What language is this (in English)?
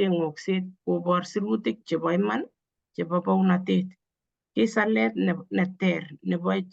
Kalenjin